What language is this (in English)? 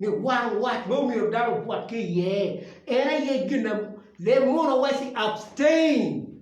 Acoli